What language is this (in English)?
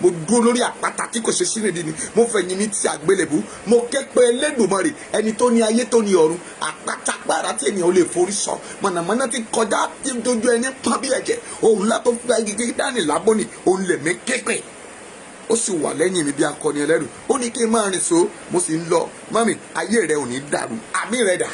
Yoruba